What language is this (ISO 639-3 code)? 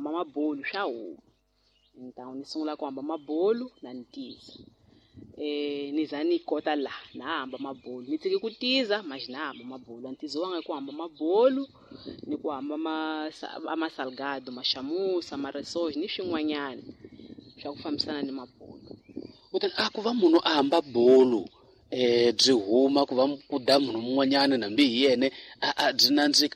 tso